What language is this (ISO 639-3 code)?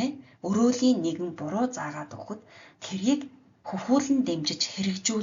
mon